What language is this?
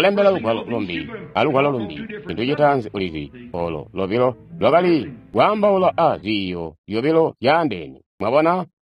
Tonga (Zambia)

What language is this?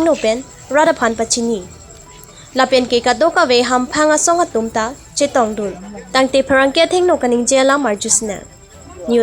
Karbi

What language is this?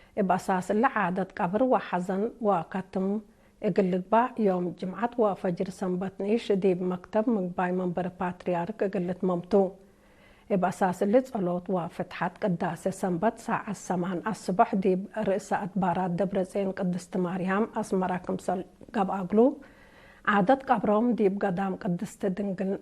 Tigre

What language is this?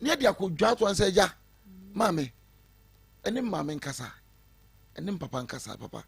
Akan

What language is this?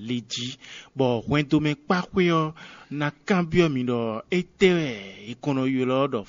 Fon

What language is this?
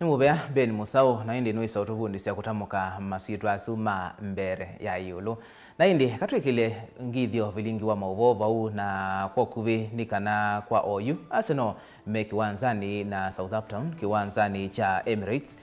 Kamba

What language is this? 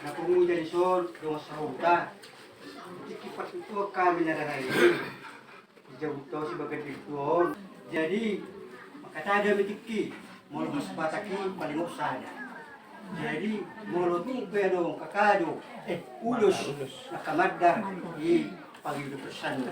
Batak Toba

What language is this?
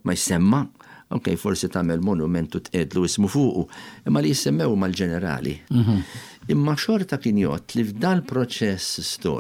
Maltese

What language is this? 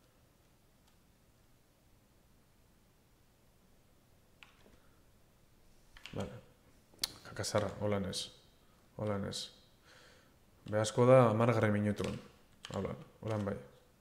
Basque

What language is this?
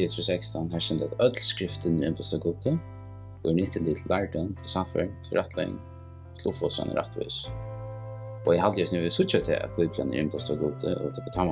Faroese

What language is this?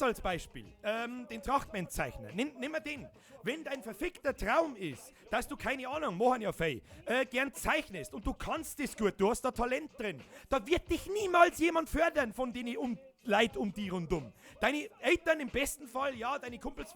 Bavarian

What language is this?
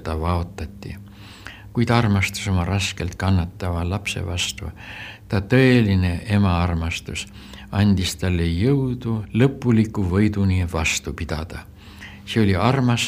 Estonian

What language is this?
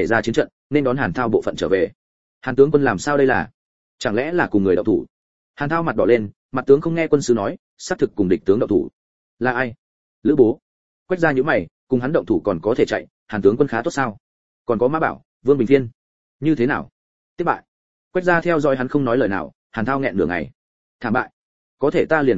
Vietnamese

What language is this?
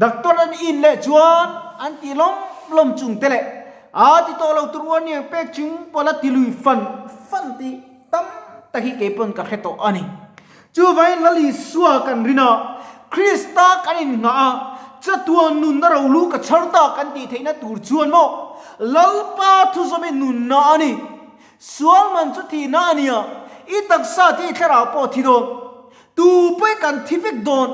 Mizo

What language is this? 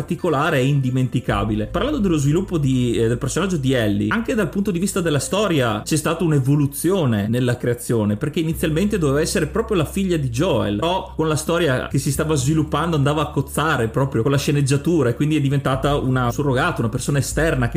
Italian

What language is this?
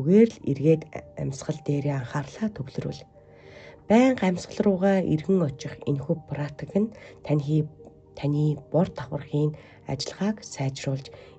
Mongolian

